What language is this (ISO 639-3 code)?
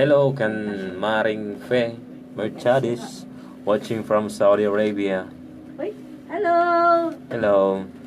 war